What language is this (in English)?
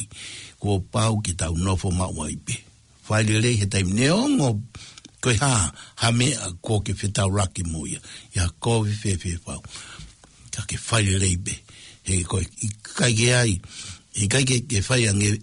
Tongan